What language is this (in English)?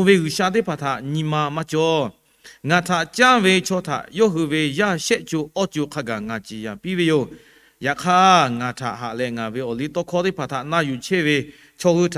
Lahu